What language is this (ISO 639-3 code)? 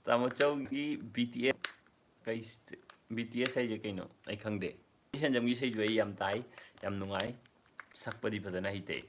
mni